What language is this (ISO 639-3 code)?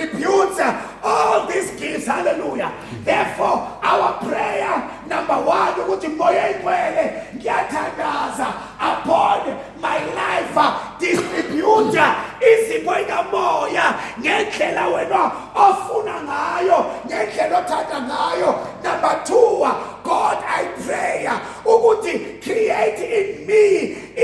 zul